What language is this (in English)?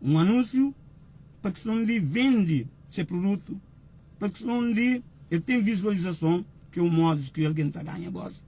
Kabuverdianu